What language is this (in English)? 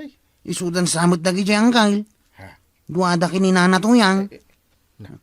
Iloko